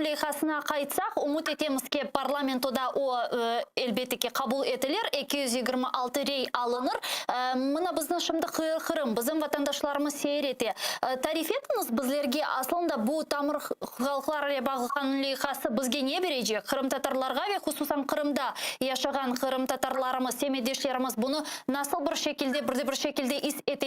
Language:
Crimean Tatar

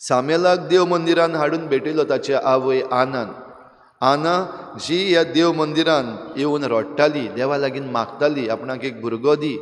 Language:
Konkani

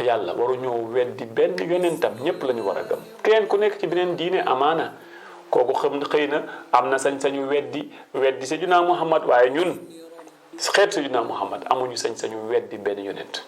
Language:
Wolof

